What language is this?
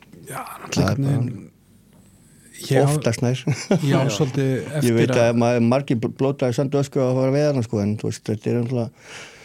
Icelandic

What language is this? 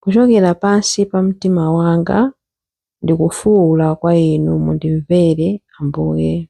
Nyanja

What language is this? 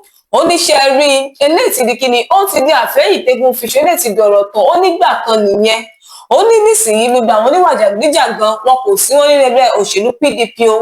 Yoruba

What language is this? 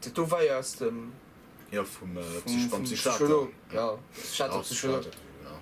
Luxembourgish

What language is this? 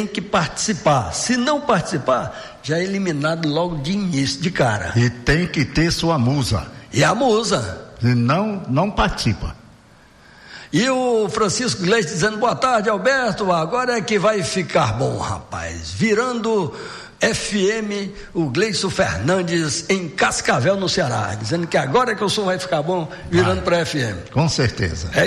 Portuguese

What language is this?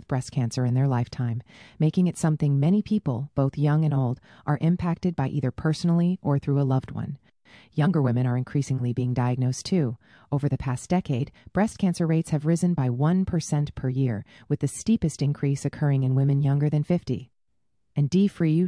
English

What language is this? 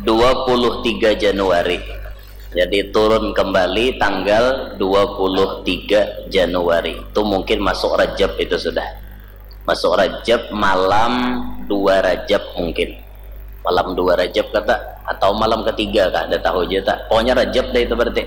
Banjar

